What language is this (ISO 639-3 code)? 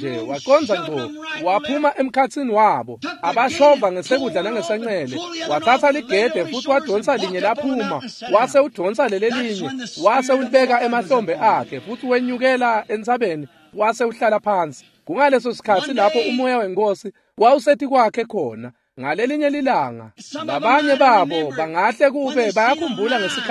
ssw